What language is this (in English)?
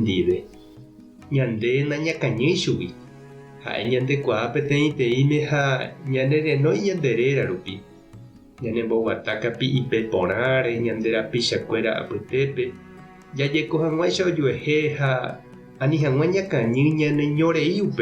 Guarani